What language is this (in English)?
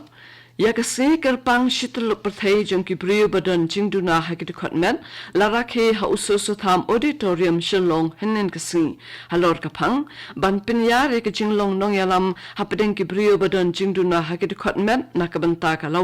Khasi